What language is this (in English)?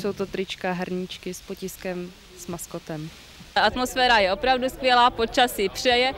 Czech